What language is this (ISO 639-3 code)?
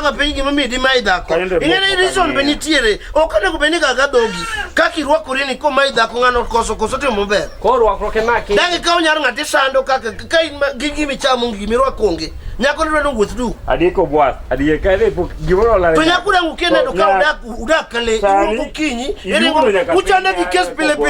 luo